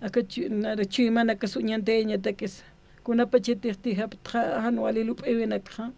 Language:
Aymara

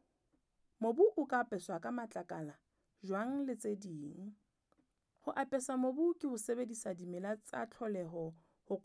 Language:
Southern Sotho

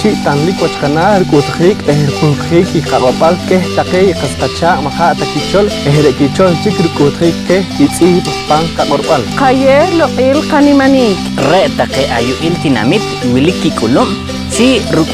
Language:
Poqomchi'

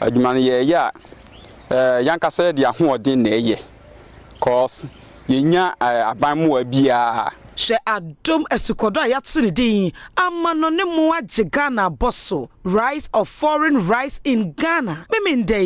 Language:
Akan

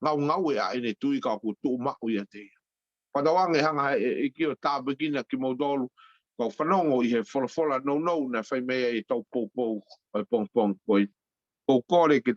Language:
Tongan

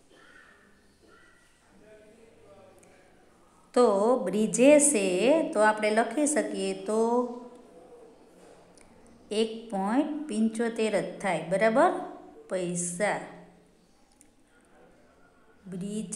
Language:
Gujarati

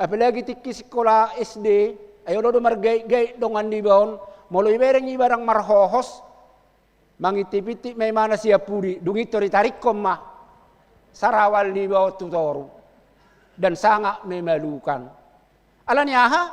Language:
Batak Toba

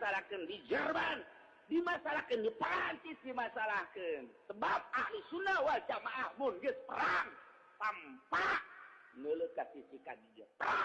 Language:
Sundanese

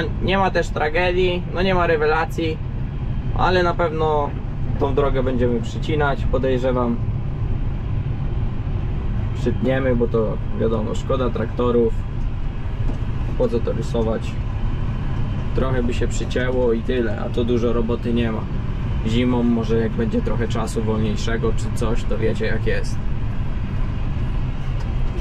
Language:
Polish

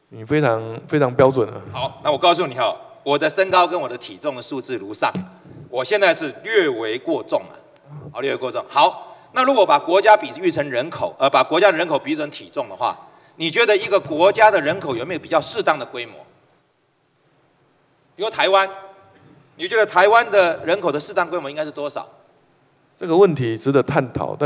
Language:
Chinese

